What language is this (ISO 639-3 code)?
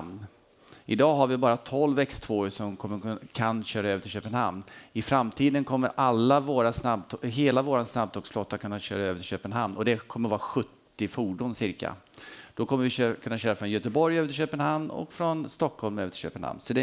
swe